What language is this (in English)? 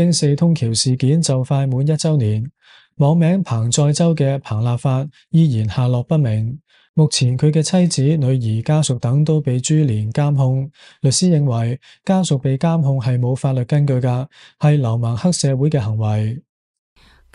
Cantonese